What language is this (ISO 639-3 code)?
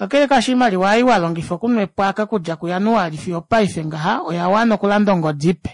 kua